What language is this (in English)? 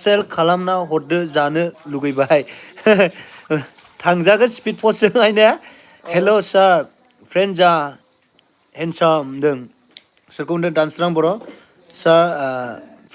Bodo